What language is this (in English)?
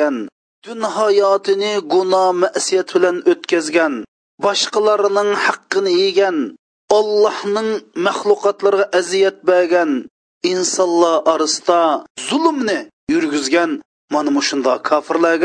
Uyghur